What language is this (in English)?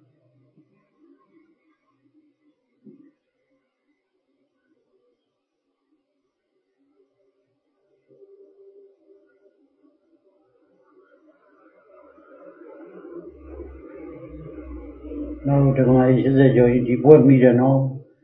Burmese